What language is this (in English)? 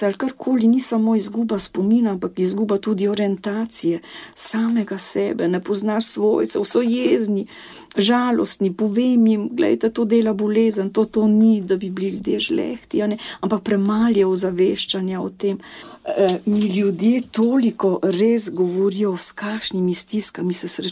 Slovenian